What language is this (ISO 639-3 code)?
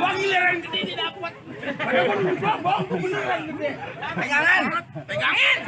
bew